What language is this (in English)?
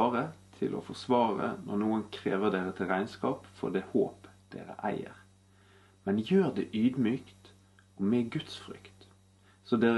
Norwegian